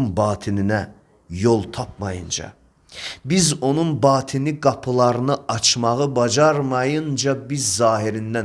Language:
Azerbaijani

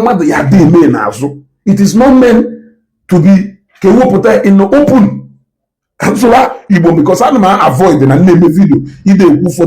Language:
Igbo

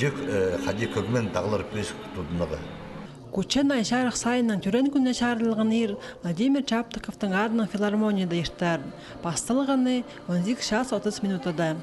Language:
Khakas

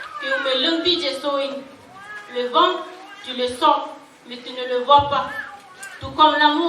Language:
Dehu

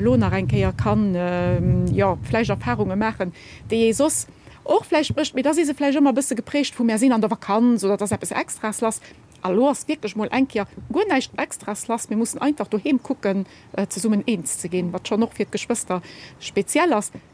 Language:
Luxembourgish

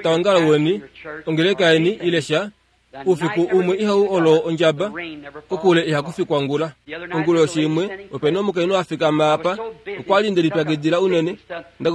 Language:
Kuanyama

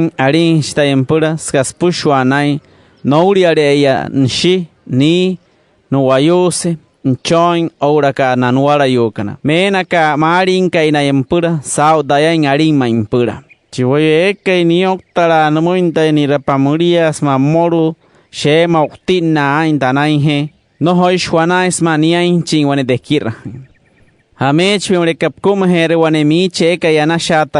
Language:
Wayuu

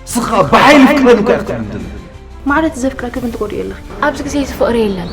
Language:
Tigrinya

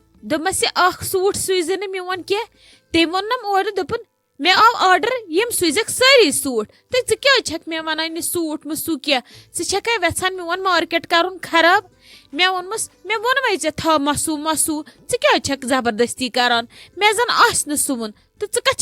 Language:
Kashmiri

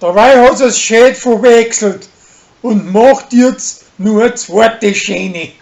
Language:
Bavarian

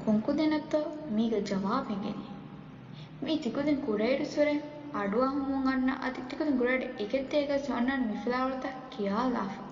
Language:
Divehi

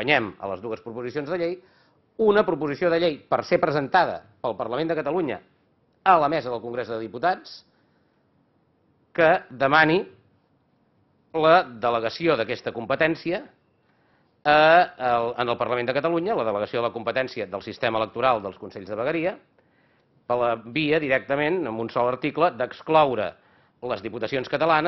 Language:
Catalan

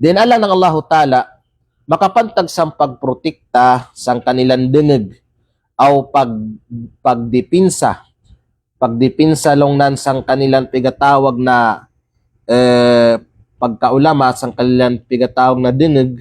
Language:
Kalagan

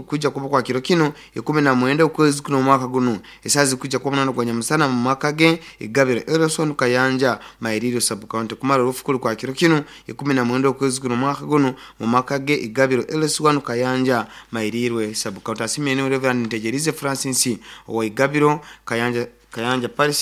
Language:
Nyoro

